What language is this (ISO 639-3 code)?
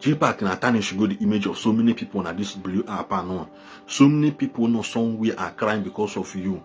ibo